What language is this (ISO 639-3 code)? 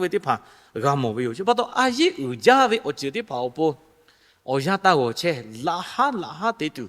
lhu